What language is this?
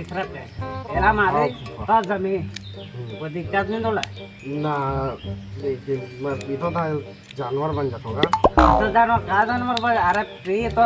Chhattisgarhi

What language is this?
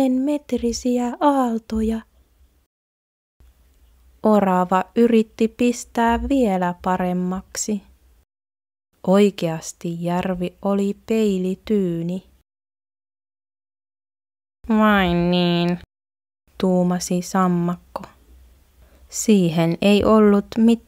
Finnish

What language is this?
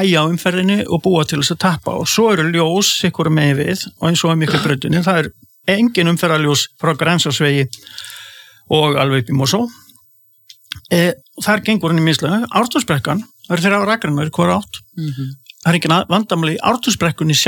Icelandic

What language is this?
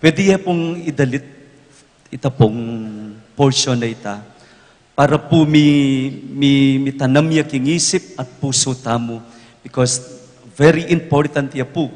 Pampanga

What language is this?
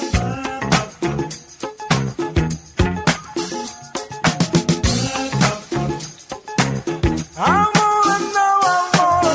English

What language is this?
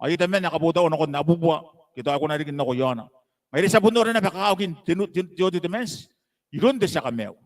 Gilbertese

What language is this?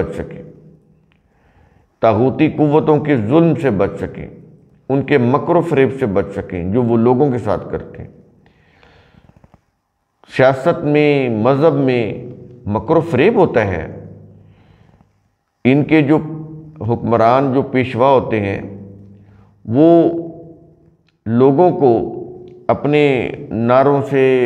Urdu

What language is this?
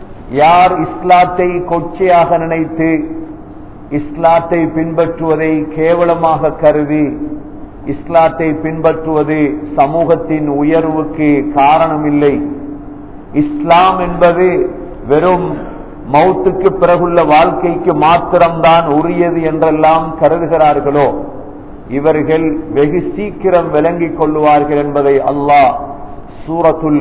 Tamil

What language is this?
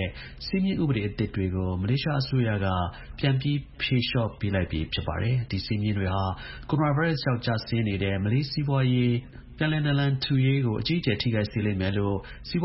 Burmese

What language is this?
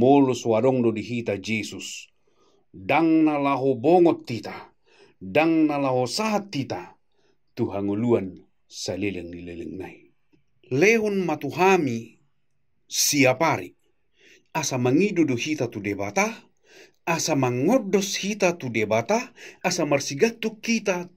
Batak Toba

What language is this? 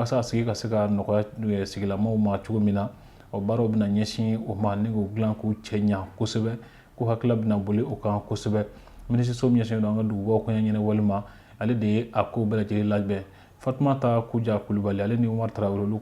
Bambara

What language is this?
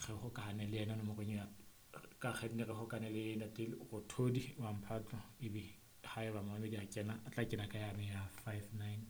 Southern Sotho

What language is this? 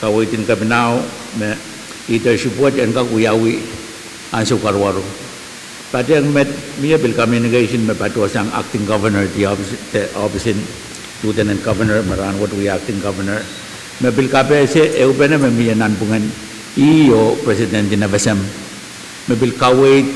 Pohnpeian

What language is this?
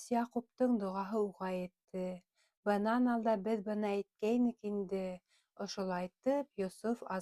Bashkir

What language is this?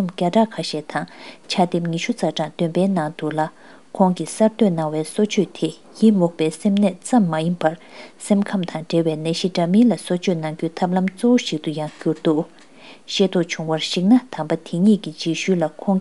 Tibetan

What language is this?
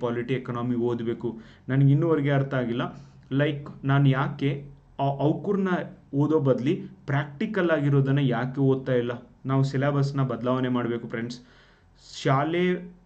Kannada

